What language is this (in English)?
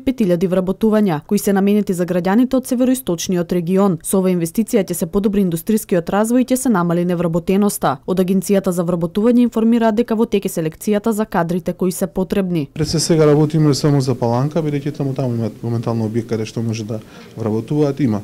Macedonian